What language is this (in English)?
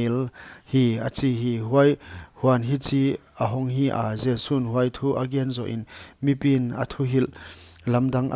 Paite Chin